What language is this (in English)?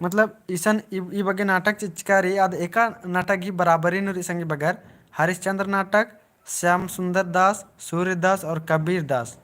Kurukh